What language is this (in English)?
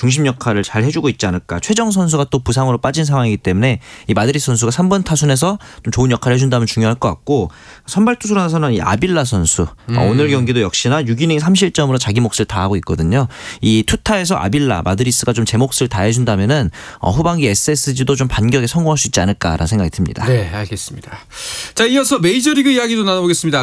Korean